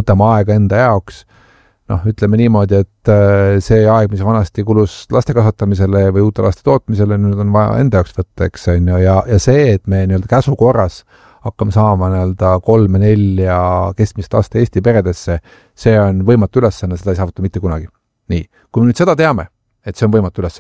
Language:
Estonian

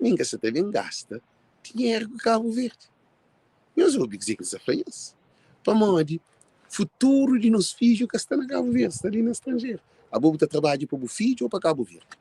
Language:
Kabuverdianu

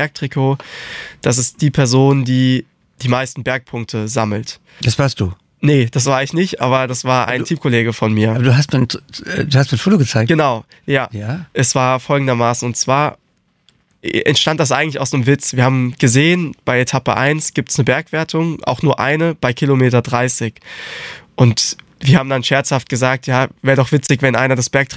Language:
German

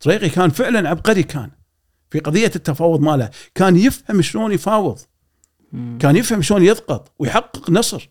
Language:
Gulf Arabic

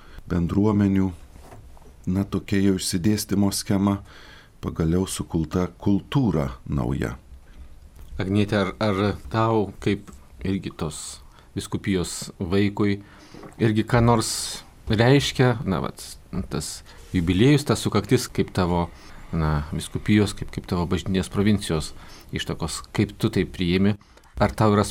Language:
Lithuanian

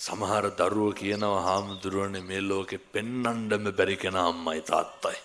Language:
Sinhala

